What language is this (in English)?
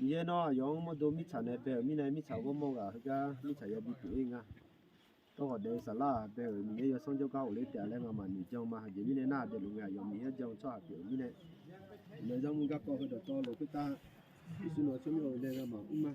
Akha